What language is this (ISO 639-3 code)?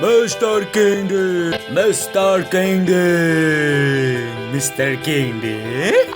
mjw